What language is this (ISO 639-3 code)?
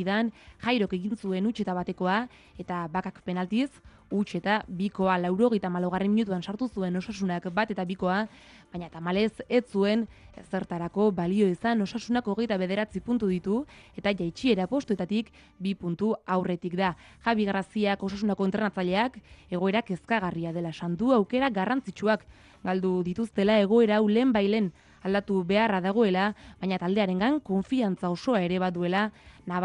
eus